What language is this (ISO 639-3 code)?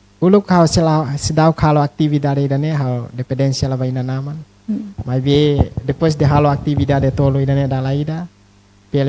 tet